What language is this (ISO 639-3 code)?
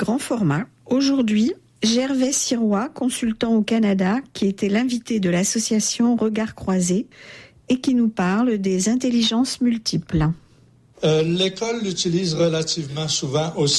fra